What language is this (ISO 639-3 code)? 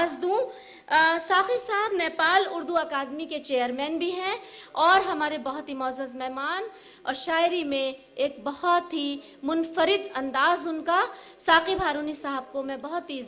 urd